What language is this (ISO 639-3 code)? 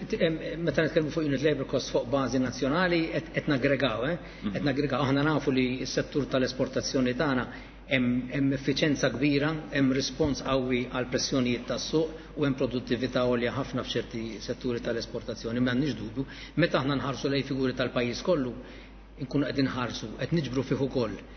mlt